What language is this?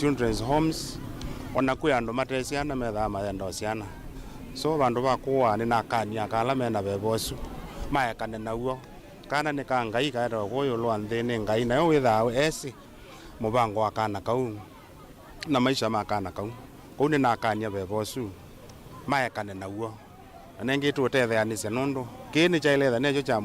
Kamba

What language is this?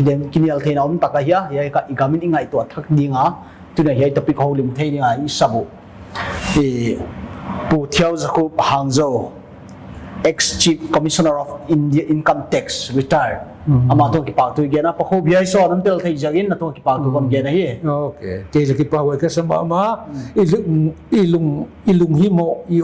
Paite Chin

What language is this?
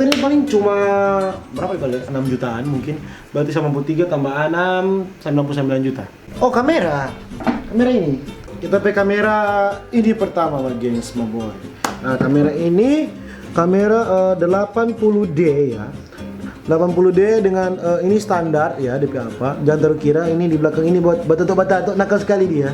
Manado Malay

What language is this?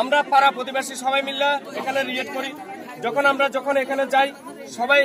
Riang (India)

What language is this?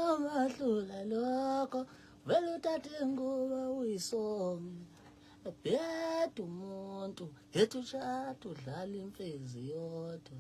Zulu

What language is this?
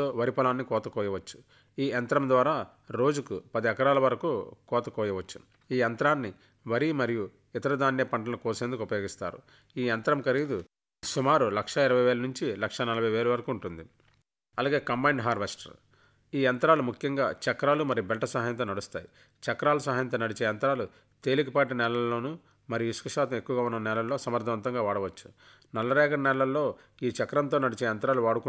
Telugu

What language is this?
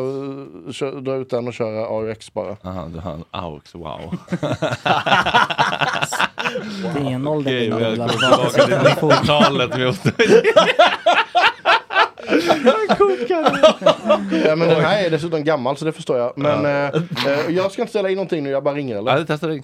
Swedish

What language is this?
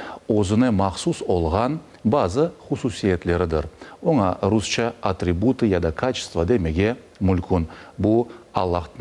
Crimean Tatar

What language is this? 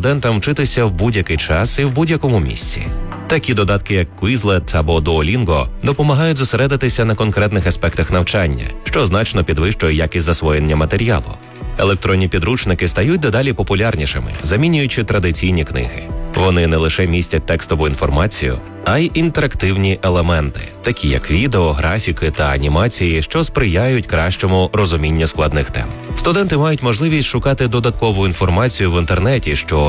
Ukrainian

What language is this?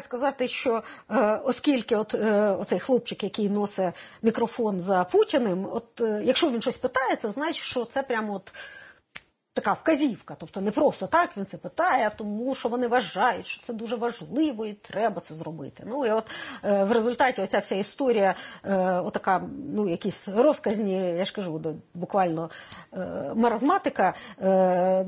Ukrainian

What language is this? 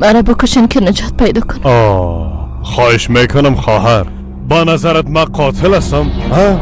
Persian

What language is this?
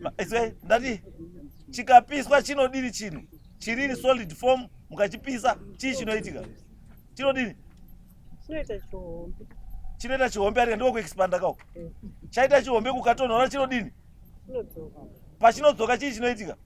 Shona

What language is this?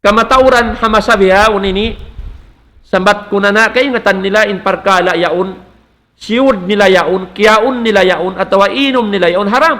Tausug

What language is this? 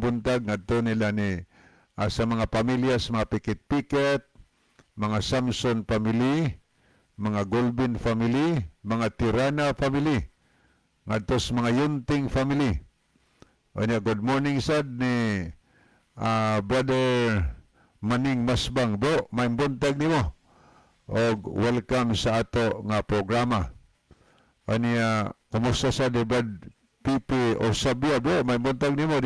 Cebuano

